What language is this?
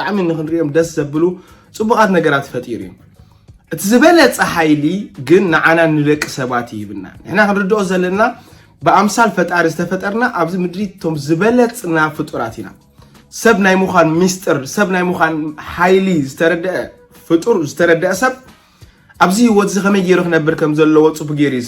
Tigrinya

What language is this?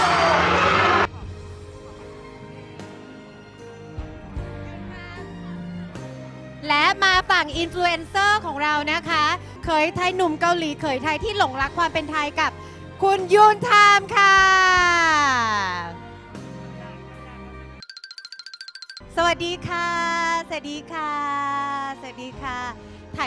Thai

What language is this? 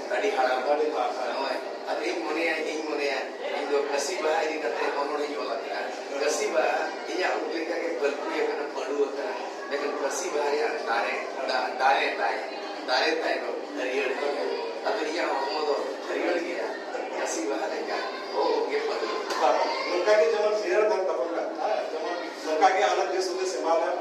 Santali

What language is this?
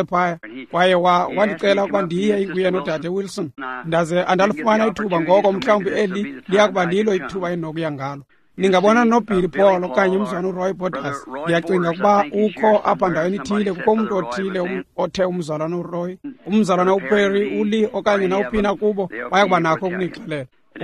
Xhosa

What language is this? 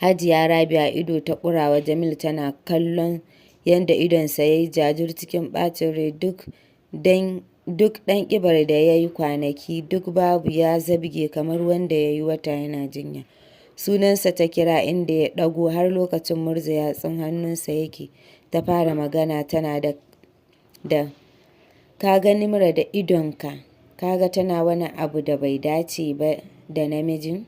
Hausa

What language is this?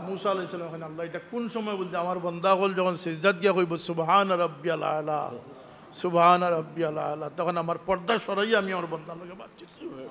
Sylheti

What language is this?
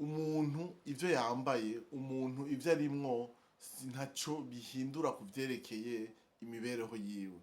Rundi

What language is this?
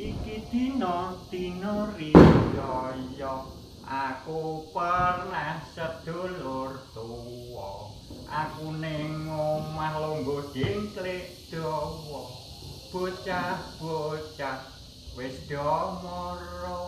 Javanese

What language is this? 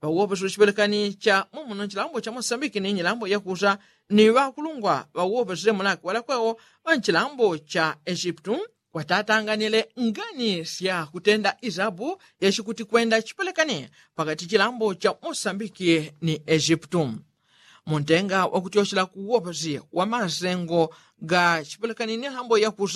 Yao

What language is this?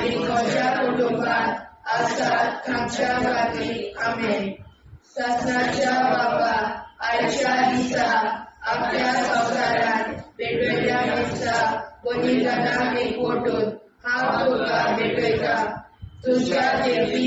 Konkani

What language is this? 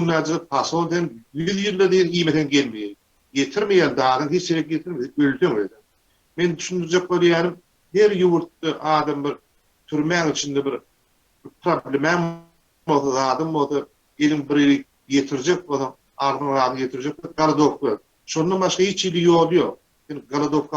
Turkmen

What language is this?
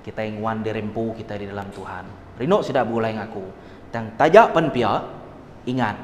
Iban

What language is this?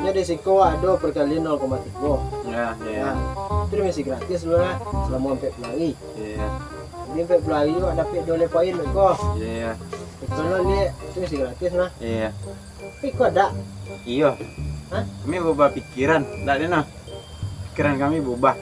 Minangkabau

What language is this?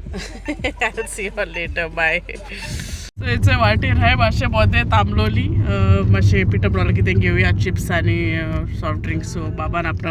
Konkani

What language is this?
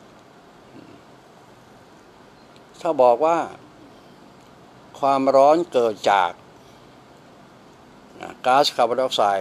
Thai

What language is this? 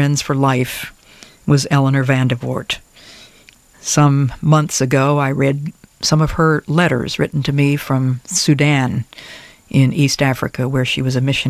English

